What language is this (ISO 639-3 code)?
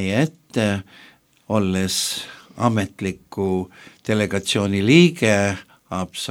est